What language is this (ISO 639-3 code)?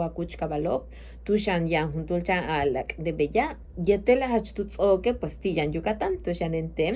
yua